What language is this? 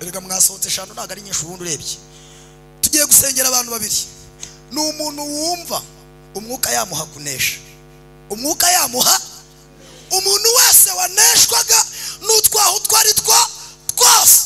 Kinyarwanda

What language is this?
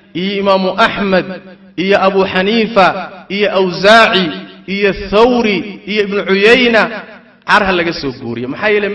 Somali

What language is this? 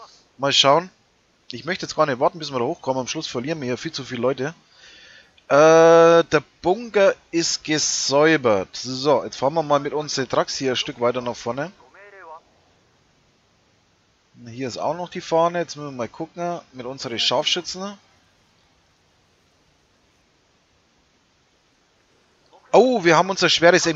German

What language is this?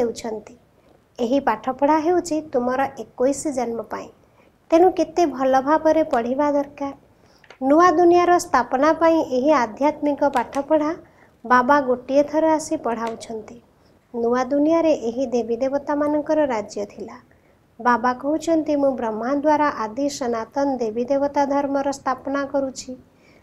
Odia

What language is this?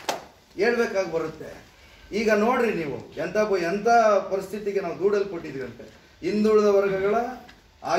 Kannada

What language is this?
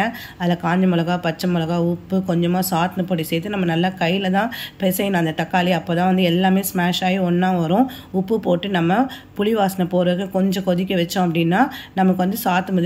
Tamil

